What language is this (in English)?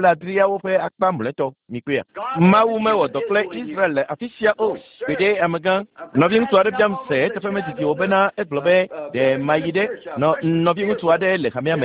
Ewe